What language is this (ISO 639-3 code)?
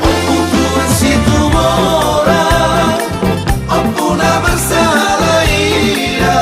bbc